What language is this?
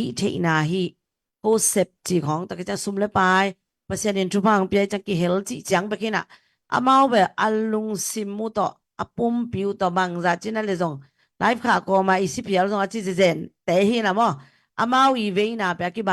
Tedim Chin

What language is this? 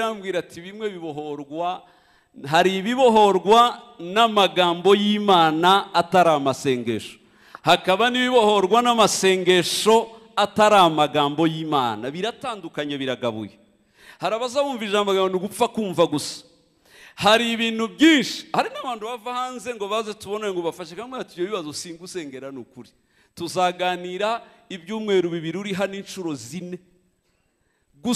Kinyarwanda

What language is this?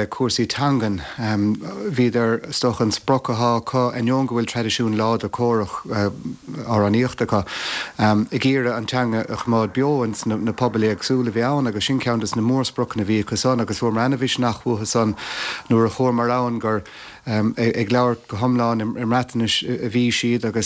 Irish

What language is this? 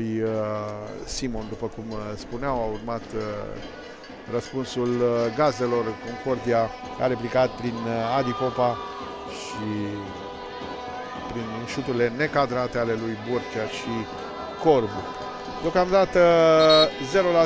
Romanian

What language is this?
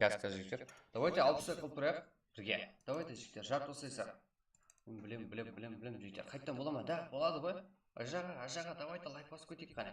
Kara-Kalpak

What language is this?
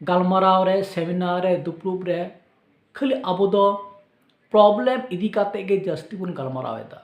Santali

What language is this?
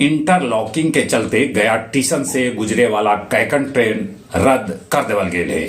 Magahi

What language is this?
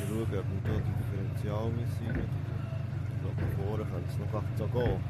Swiss German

